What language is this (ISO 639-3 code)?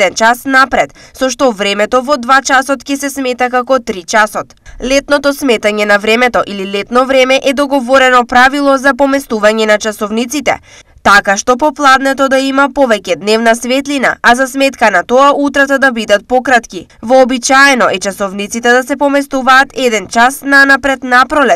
mkd